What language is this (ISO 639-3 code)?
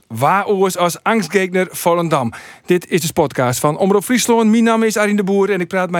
fry